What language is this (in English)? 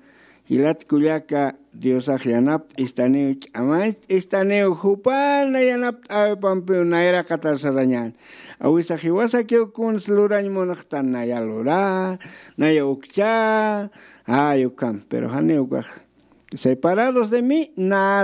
Aymara